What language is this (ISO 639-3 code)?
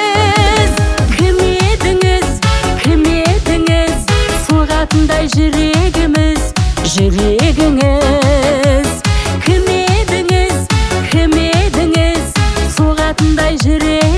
kaz